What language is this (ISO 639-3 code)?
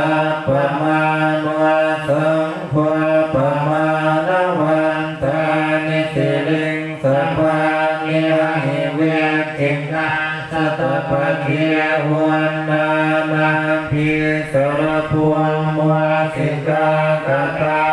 pli